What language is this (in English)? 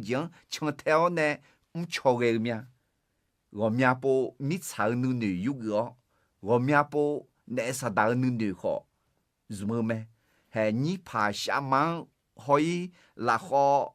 Akha